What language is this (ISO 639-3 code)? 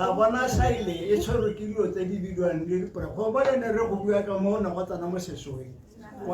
tsn